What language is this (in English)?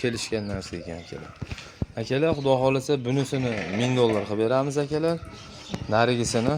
Uzbek